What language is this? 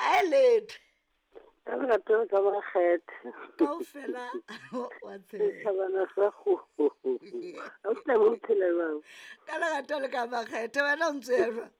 Southern Sotho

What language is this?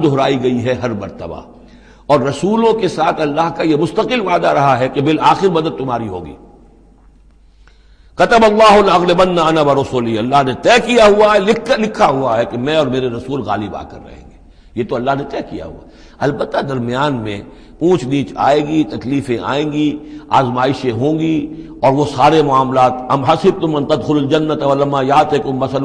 Urdu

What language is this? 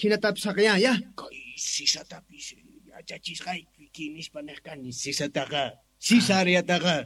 South Bolivian Quechua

